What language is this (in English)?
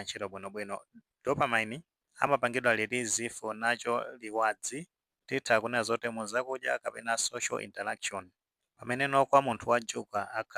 Nyanja